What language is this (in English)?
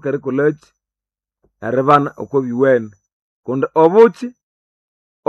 Nande